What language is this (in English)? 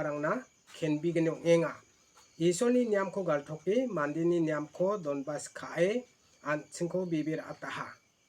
Garo